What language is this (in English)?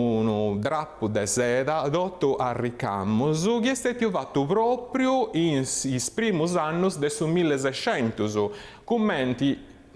Sardinian